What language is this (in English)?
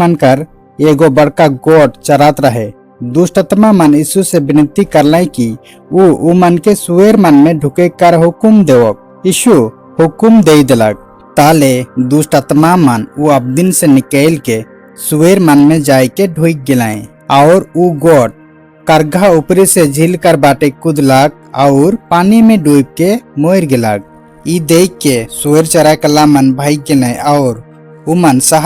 Sadri